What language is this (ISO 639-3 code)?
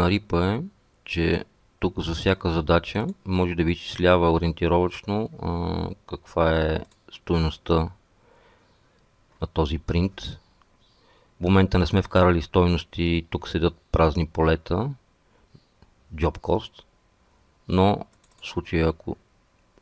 bul